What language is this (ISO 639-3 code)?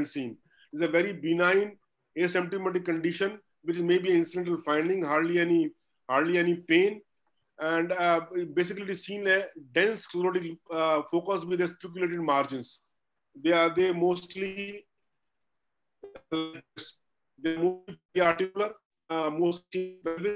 eng